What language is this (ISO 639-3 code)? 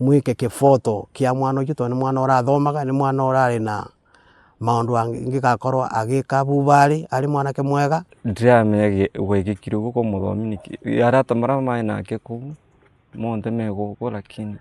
kik